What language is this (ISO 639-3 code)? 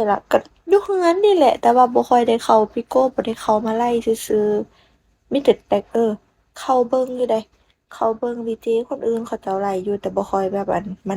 lao